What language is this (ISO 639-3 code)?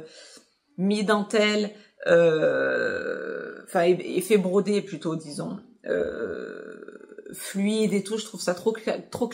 fra